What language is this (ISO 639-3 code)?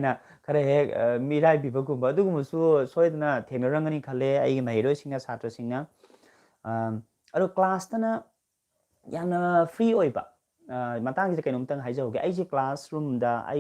mni